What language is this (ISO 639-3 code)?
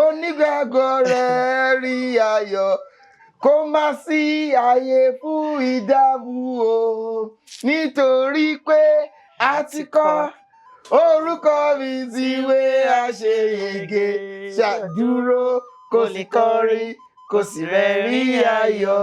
yor